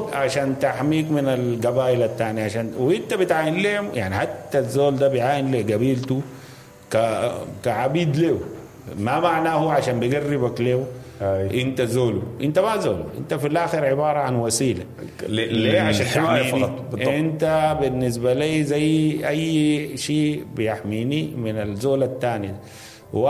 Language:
Sudanese Arabic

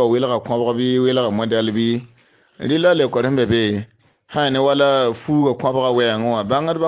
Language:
Mossi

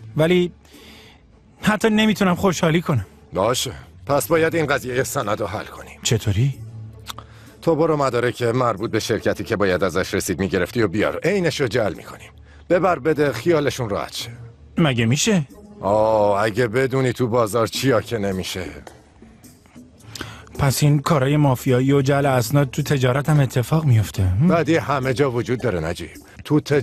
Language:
Persian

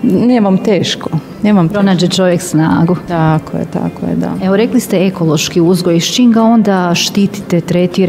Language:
Croatian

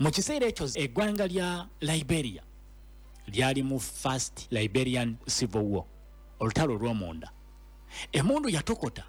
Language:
Ganda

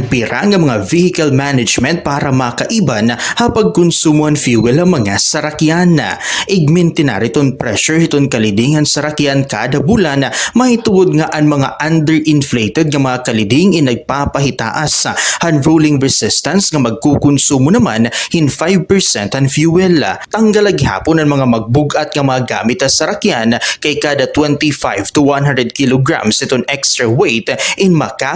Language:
Waray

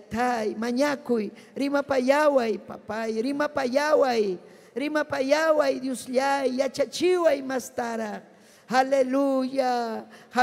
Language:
Ayacucho Quechua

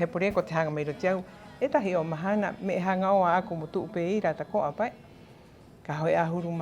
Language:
Rapanui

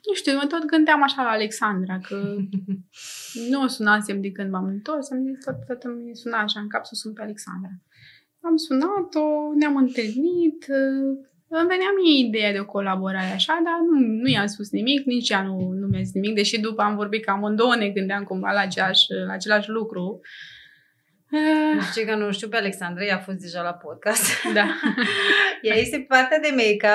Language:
Romanian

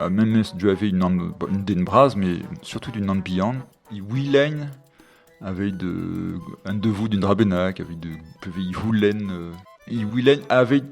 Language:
Breton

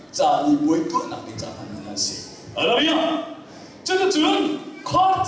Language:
Hakha Chin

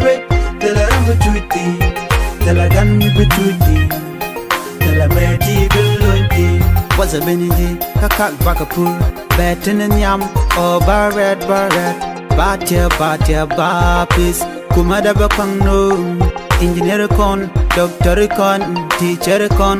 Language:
Nuer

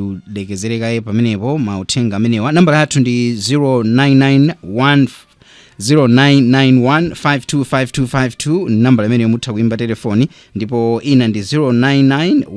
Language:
Nyanja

